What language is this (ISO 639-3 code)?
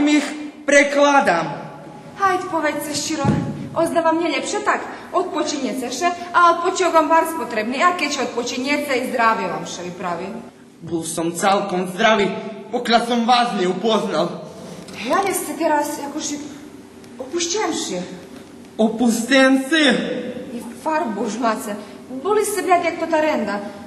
rue